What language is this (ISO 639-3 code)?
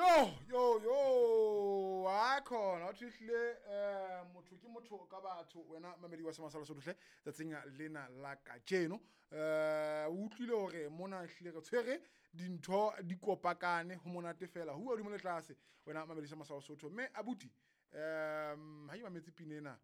sot